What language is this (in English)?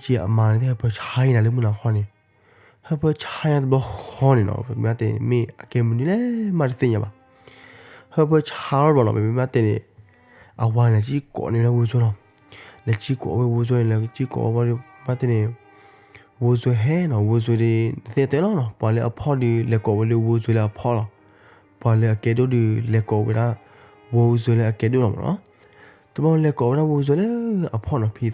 S'gaw Karen